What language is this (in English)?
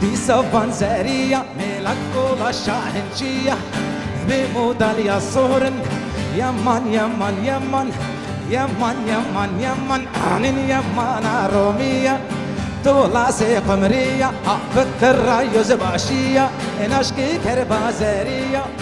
Kurdish